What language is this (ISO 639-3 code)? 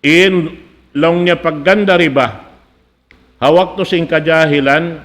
tsg